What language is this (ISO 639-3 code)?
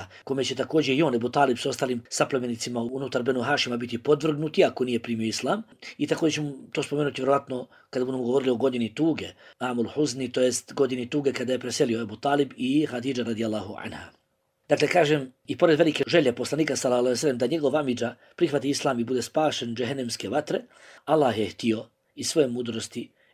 bos